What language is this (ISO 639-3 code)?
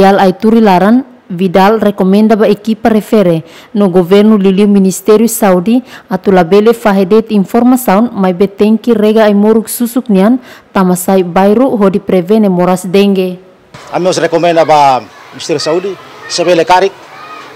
tet